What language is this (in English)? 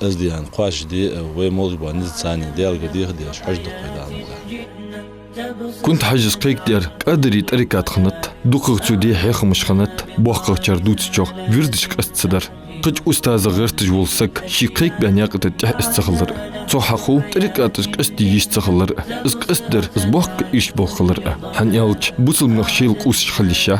Ingush